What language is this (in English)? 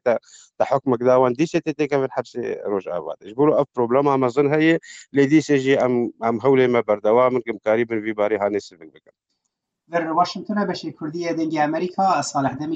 Kurdish